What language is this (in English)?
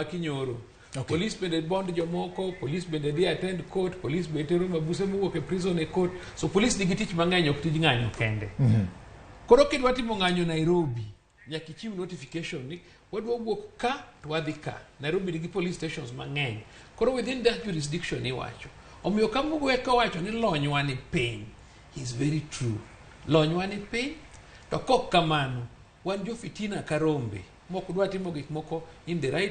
Luo (Kenya and Tanzania)